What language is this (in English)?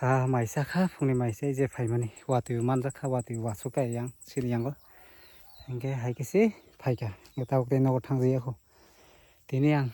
Kok Borok